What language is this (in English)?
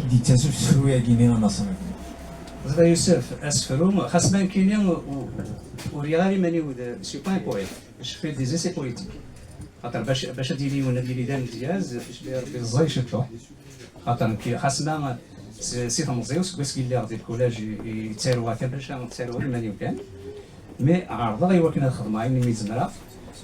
Kabyle